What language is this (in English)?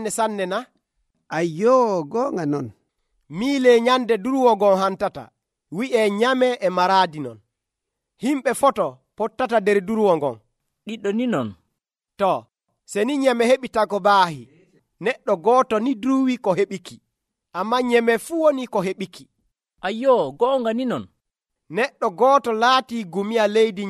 Nigerian Fulfulde